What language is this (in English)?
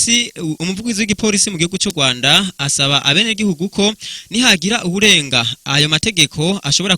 Rundi